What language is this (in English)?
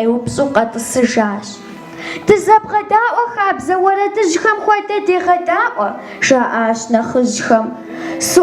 Kabardian